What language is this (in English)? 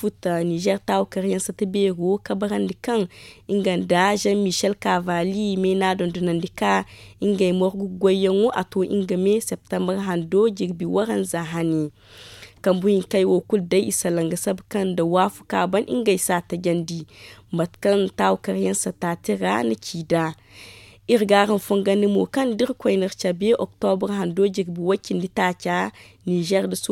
Zarma